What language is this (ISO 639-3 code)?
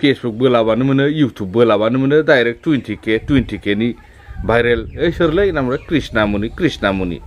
brx